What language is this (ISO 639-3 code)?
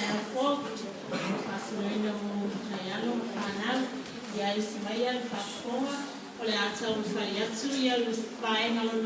smo